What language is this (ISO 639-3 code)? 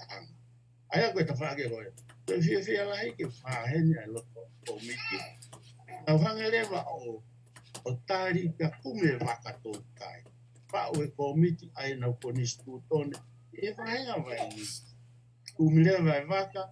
ton